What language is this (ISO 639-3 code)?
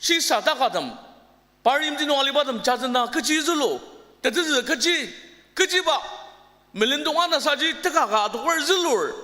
njo